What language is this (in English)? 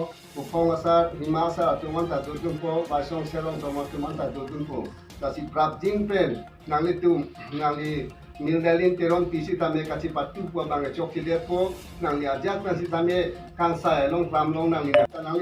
Karbi